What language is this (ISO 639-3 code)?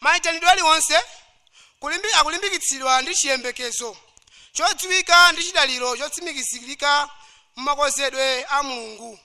nya